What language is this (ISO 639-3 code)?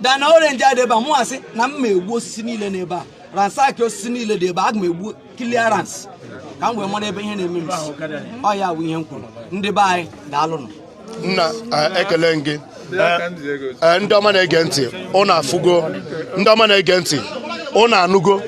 ibo